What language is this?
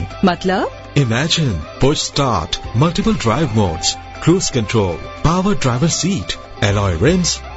Urdu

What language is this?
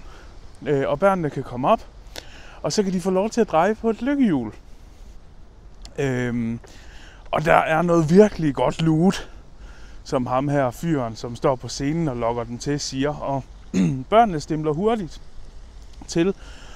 Danish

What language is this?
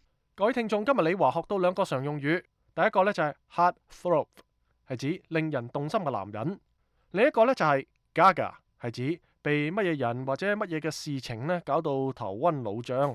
Cantonese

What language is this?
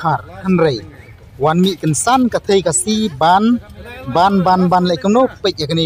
Khasi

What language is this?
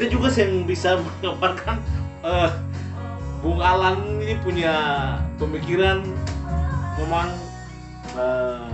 Ambonese Malay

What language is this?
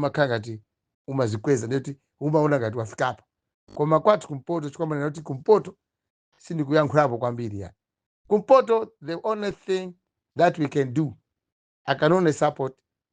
Nyanja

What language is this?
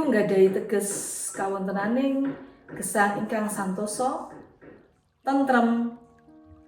Javanese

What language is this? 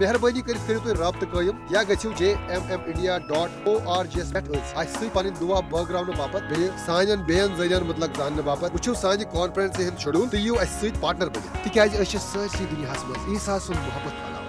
Kashmiri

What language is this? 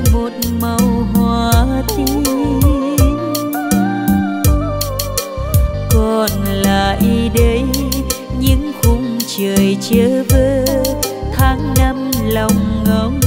Vietnamese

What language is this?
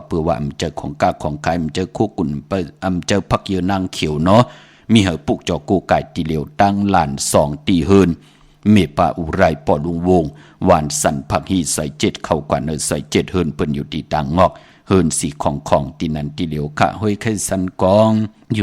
Shan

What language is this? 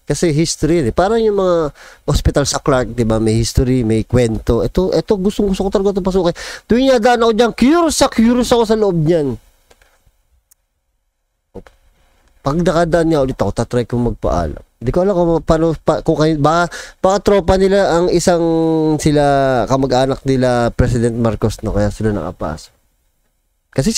Filipino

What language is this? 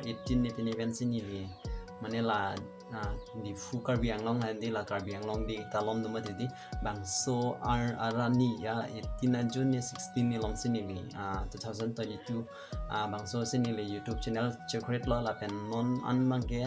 Karbi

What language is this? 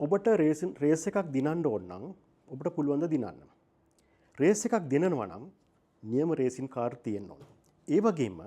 Sinhala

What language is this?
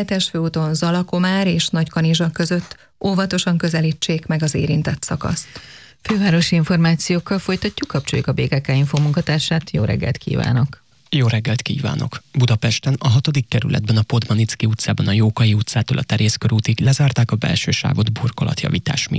Hungarian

